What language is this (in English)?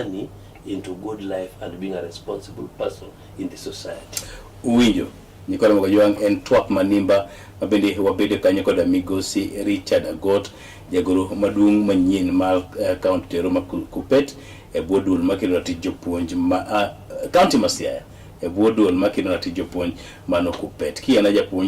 Luo (Kenya and Tanzania)